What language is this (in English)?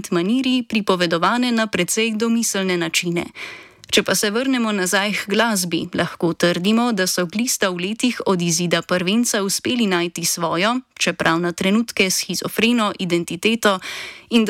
Slovenian